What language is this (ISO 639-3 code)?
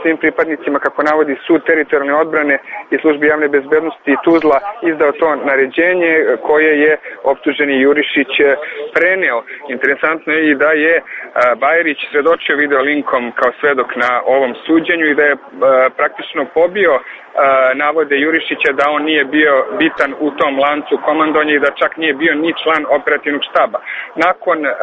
srp